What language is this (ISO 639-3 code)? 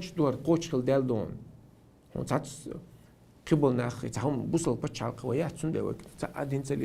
che